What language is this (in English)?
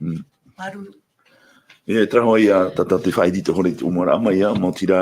Tahitian